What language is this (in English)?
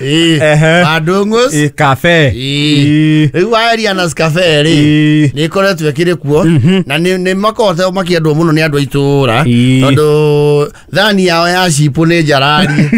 Kikuyu